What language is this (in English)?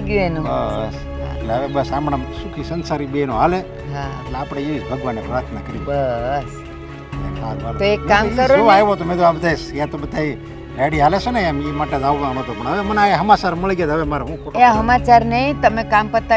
Gujarati